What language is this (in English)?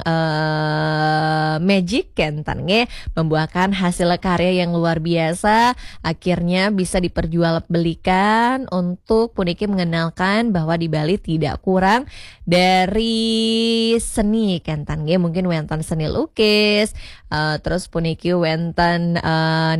Balinese